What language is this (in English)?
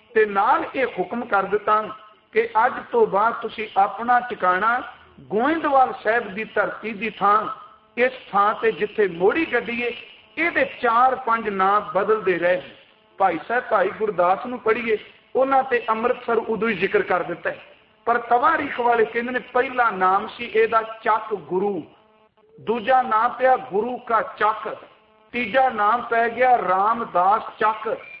Punjabi